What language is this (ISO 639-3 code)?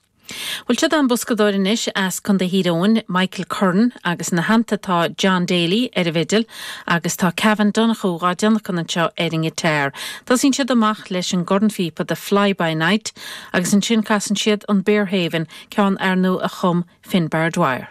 gle